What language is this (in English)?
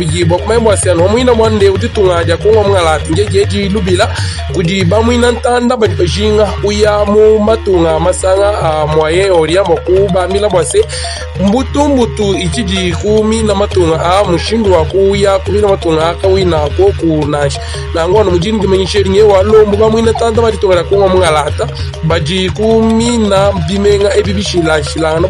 Luba-Lulua